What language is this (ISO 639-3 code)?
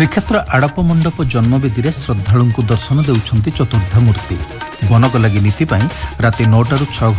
ori